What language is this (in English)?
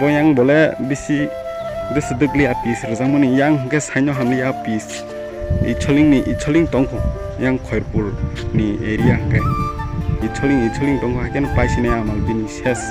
Kok Borok